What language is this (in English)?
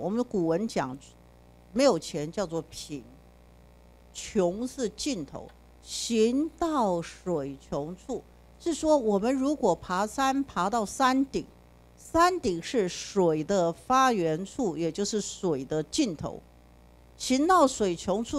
Chinese